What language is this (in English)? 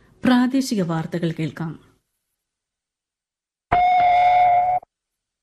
Malayalam